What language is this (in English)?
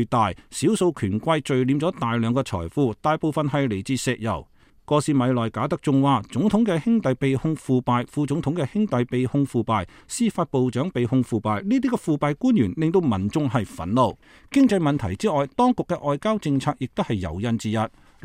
Cantonese